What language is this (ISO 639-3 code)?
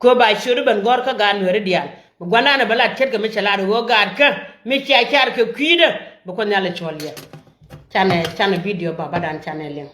nus